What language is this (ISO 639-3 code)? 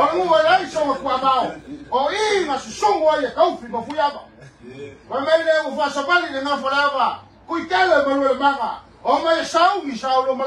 smo